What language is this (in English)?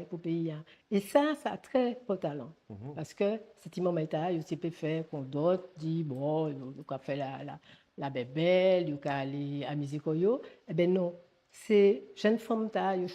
Guadeloupean Creole French